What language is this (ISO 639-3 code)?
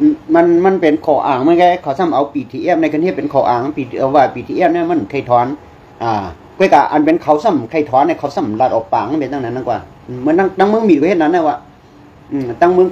shn